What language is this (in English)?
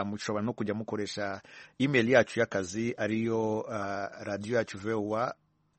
Kinyarwanda